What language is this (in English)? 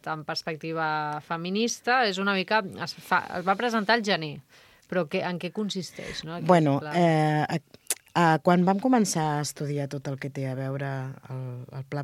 Catalan